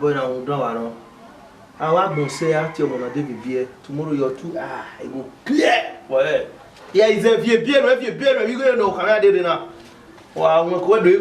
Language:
Bini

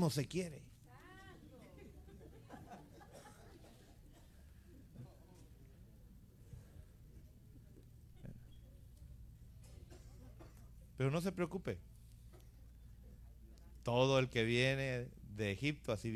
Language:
Spanish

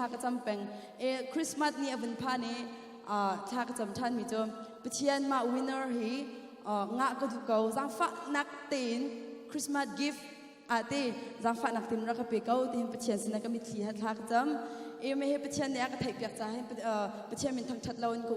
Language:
Hakha Chin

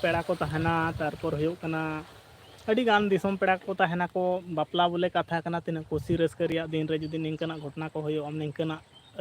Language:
Santali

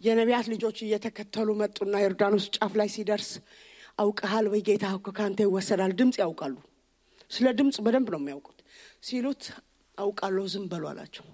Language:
Amharic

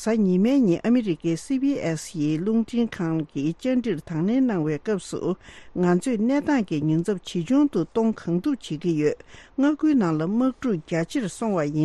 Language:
Tibetan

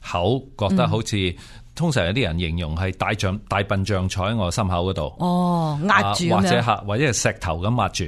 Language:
Cantonese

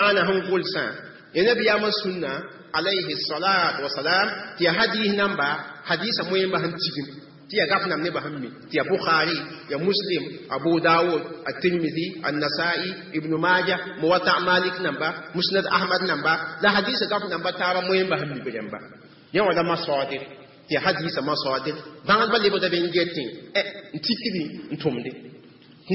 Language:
Mossi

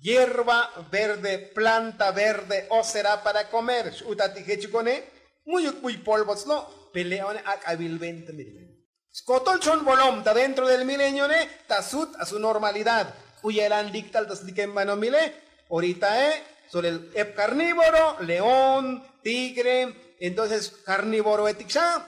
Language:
Tzotzil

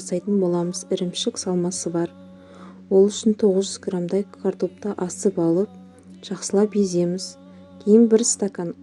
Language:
Kazakh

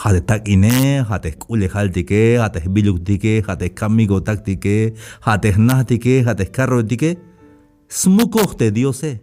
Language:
Tzeltal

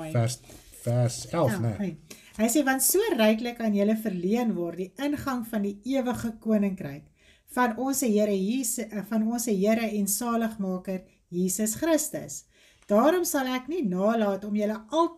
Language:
Afrikaans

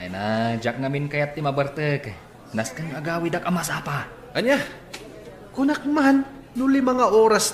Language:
Iloko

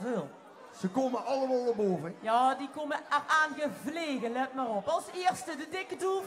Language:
Limburgish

